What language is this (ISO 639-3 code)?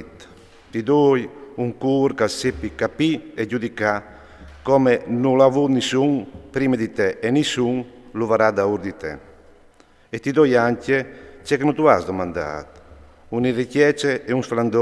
fur